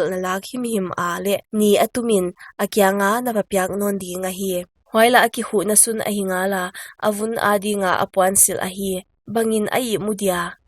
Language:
Paite Chin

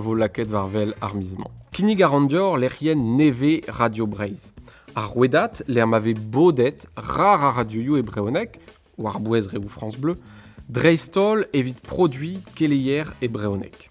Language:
Breton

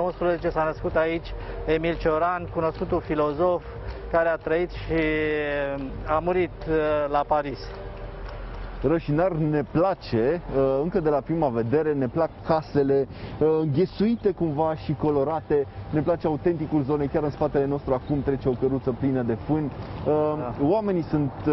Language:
Romanian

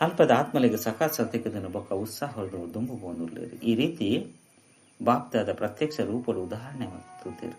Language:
Tulu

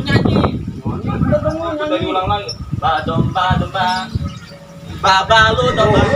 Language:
Betawi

